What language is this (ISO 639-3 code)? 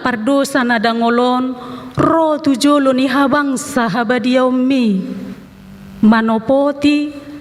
bbc